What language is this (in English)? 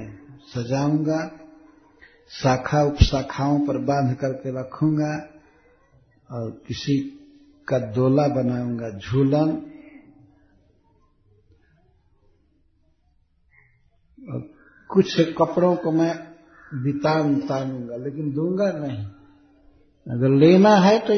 Hindi